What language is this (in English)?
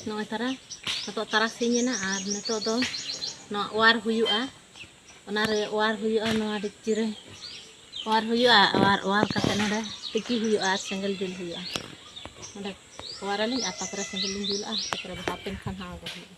Santali